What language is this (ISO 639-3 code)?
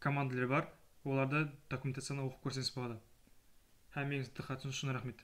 kaa